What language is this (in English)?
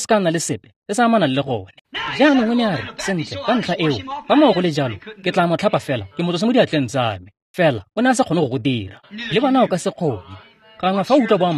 Tswana